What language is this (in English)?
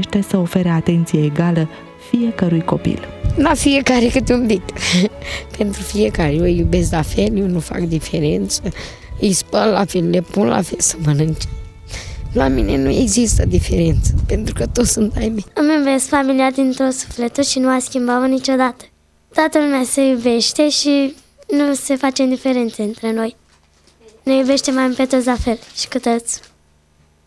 Romanian